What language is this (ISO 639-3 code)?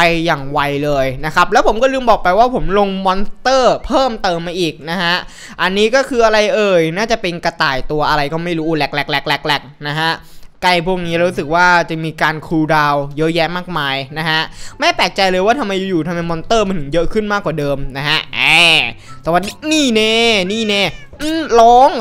tha